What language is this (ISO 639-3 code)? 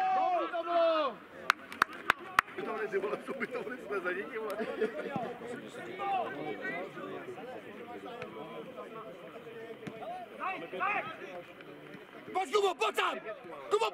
ces